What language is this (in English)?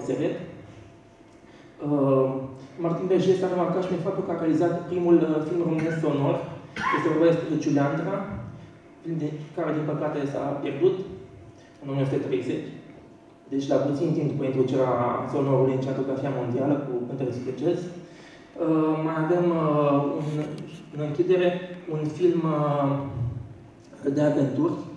Romanian